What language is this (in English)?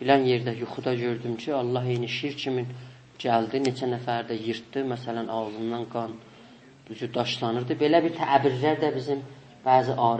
South Azerbaijani